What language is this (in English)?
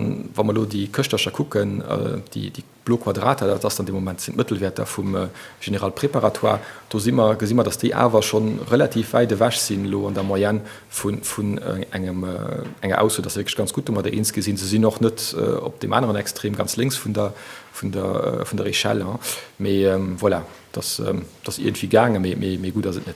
Luxembourgish